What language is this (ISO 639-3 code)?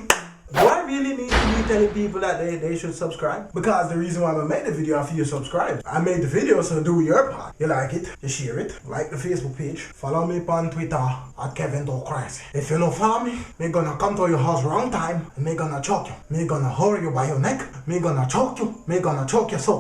jam